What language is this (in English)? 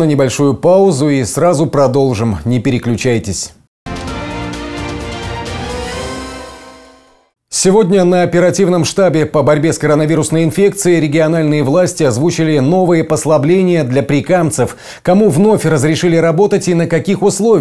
Russian